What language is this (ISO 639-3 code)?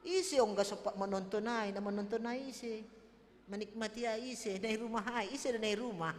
bts